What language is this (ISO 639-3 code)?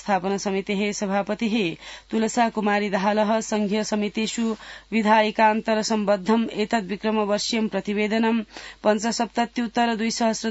san